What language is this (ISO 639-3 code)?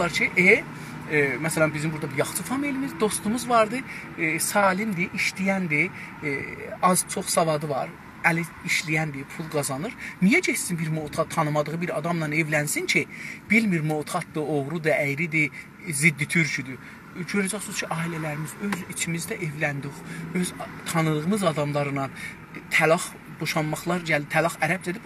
azb